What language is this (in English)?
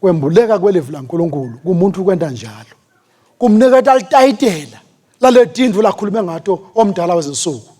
Swati